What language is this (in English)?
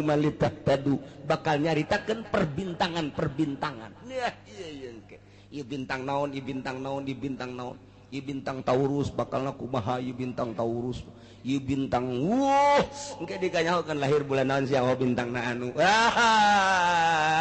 Sundanese